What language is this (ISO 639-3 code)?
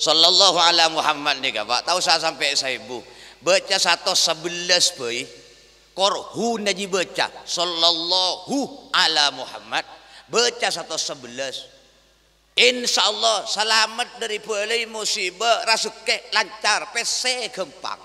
mad